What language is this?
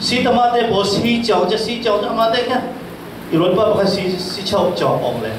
Falam Chin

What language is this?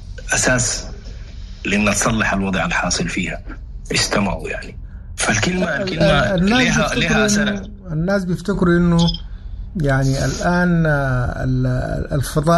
Sudanese Arabic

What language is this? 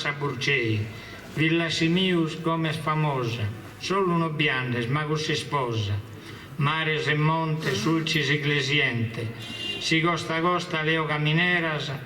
Sardinian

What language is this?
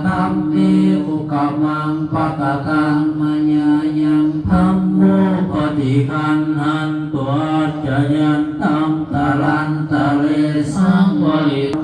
Pali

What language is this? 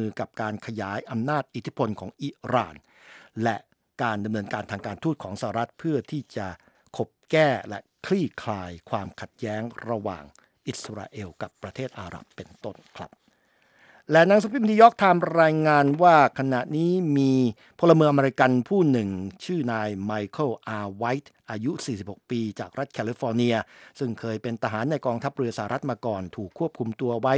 Thai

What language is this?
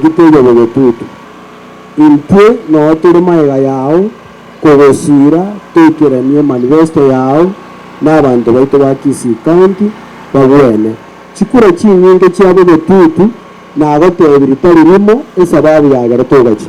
Gusii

